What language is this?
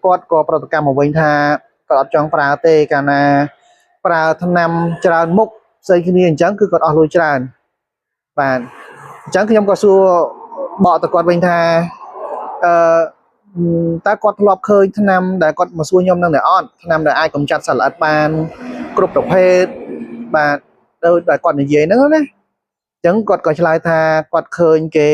Khmer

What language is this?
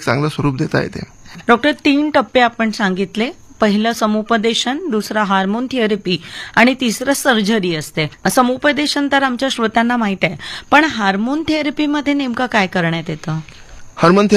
Marathi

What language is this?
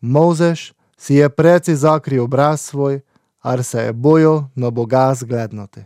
Slovenian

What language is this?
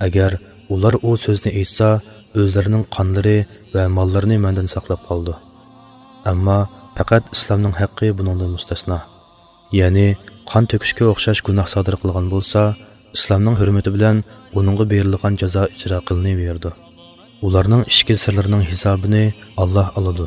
Uyghur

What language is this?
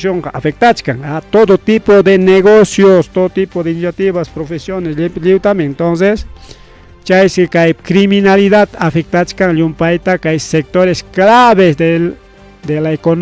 Ayacucho Quechua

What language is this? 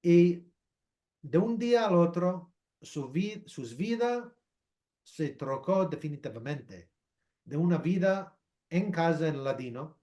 Ladino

